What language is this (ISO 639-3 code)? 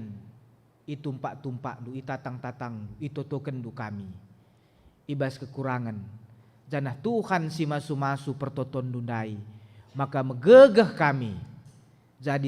btx